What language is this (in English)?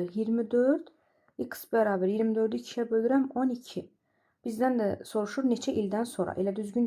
Azerbaijani